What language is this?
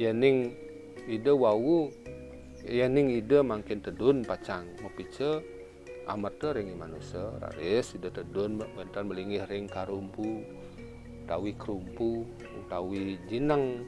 Balinese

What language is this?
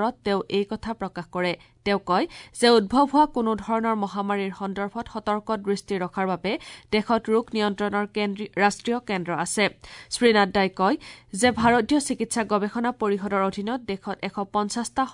Assamese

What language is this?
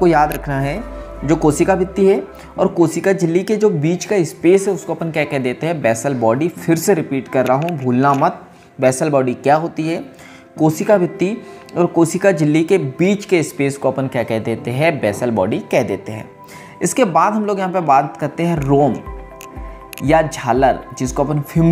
Hindi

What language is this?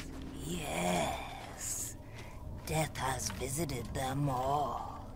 English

